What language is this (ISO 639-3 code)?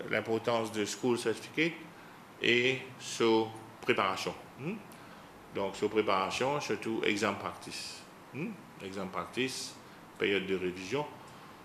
mfe